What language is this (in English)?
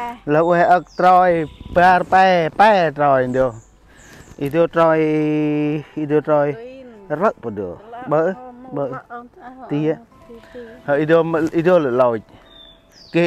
Central Mnong